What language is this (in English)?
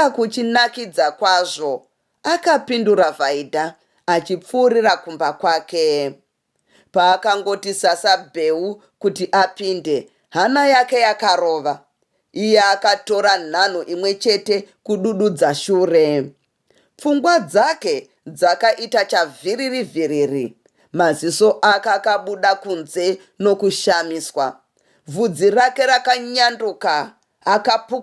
Shona